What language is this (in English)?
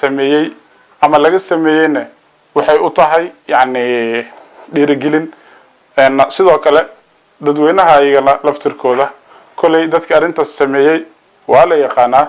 Somali